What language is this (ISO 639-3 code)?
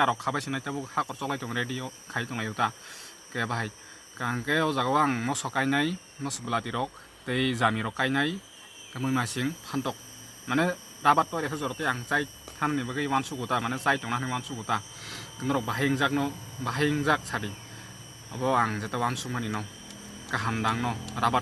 trp